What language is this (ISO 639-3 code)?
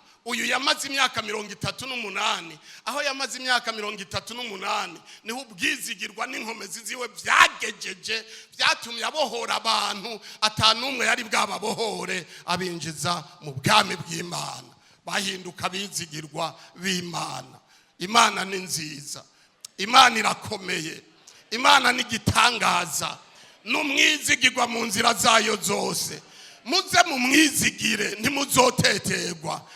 run